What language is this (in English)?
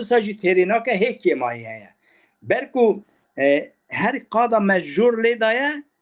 Kurdish